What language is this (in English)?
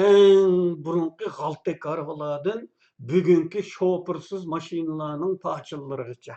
Uyghur